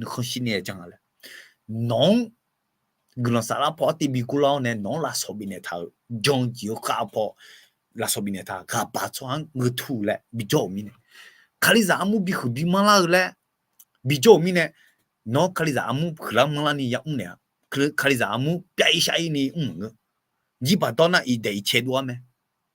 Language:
Akha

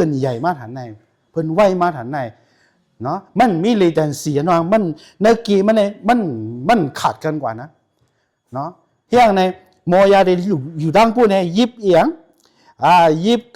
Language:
Shan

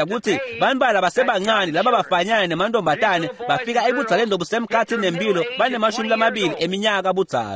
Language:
Swati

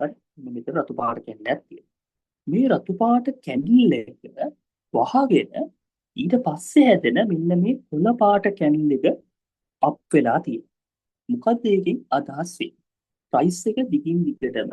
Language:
Sinhala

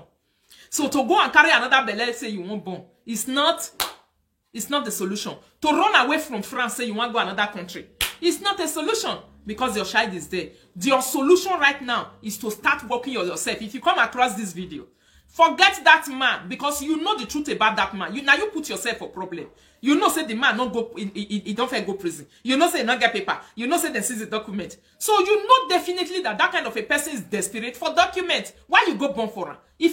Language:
Nigerian Pidgin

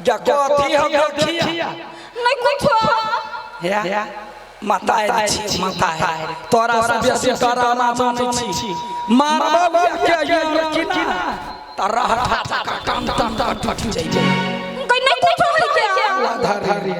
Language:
Maithili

